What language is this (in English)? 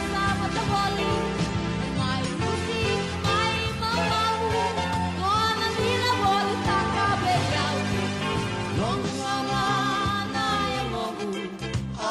Fijian